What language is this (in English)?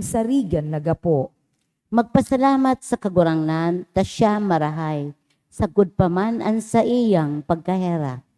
Bikol